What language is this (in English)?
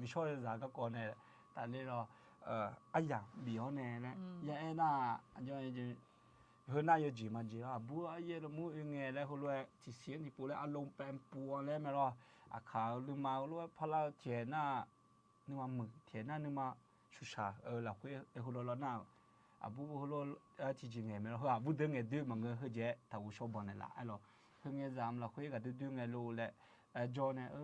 Akha